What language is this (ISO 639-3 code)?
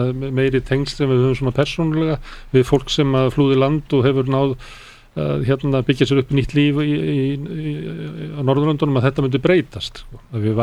isl